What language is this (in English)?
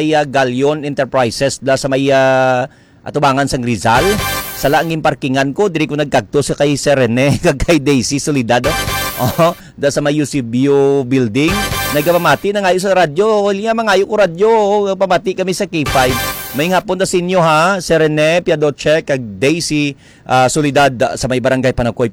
Hiligaynon